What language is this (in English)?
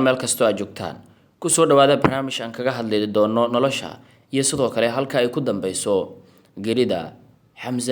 Somali